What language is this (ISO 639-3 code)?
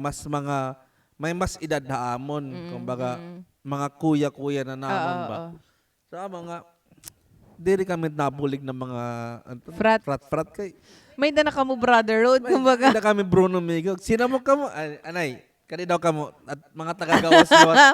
war